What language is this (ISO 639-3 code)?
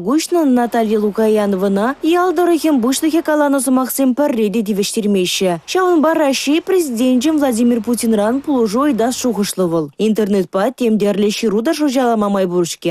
chv